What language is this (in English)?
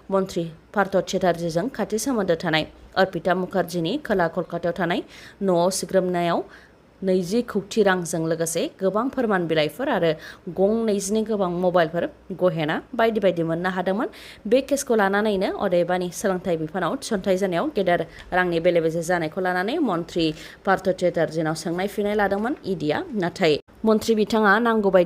Bodo